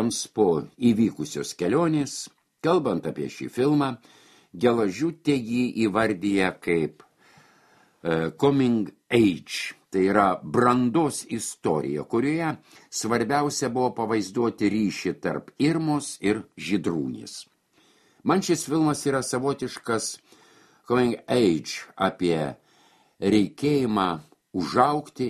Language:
Lithuanian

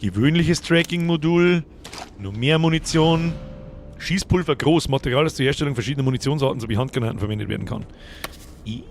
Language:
Bavarian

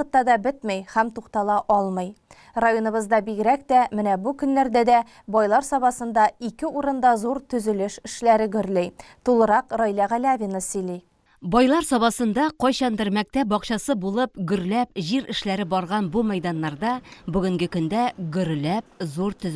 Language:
Tatar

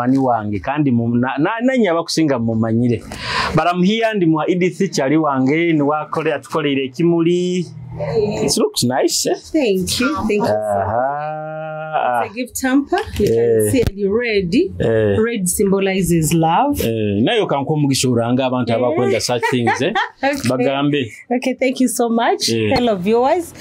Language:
Nyoro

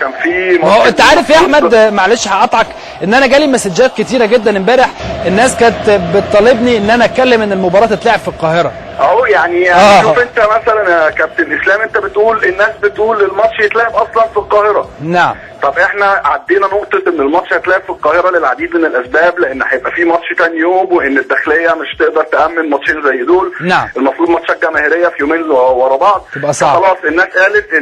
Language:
Egyptian Arabic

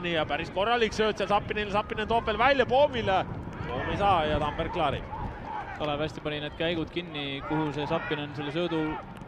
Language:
Estonian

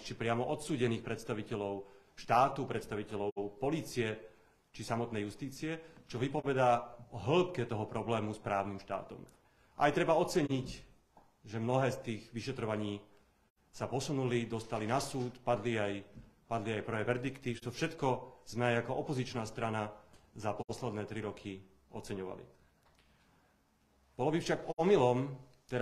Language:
Slovak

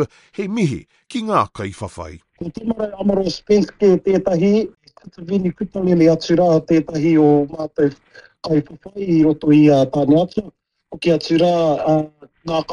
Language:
Māori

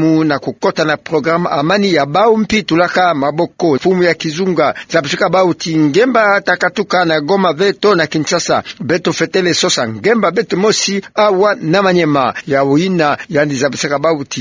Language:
Kituba (Democratic Republic of Congo)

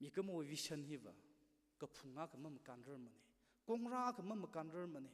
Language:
Tangkhul Naga (India)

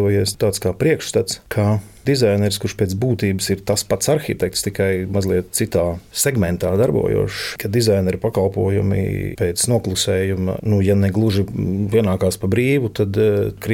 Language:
Latvian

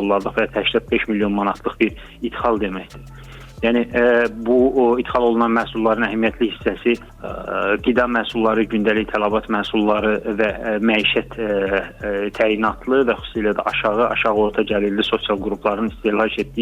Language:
Azerbaijani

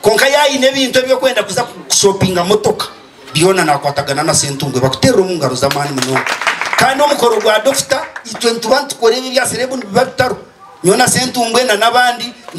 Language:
Nyankole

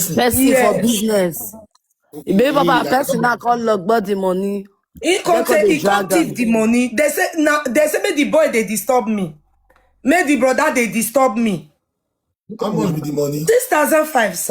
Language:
Nigerian Pidgin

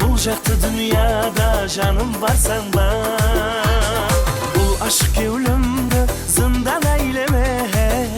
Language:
Kara-Kalpak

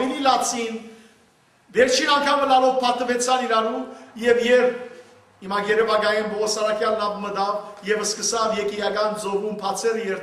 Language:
Western Armenian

